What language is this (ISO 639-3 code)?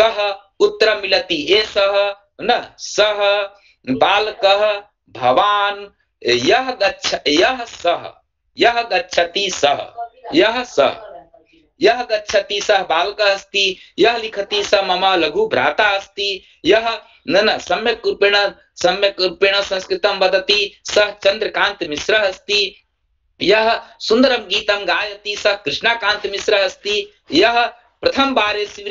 san